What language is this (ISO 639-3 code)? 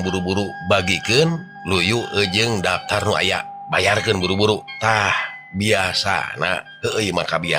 sun